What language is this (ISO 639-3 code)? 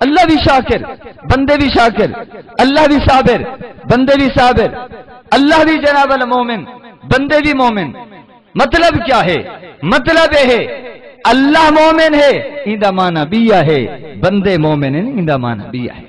skr